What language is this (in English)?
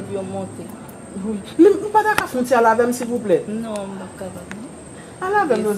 Haitian Creole